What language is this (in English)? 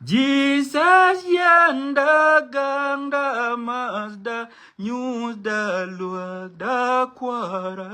Nuer